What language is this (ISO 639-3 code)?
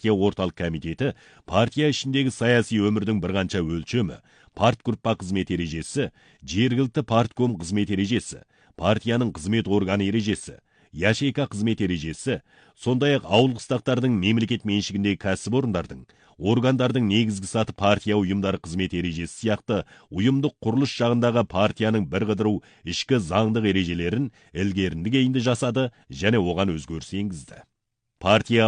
kaz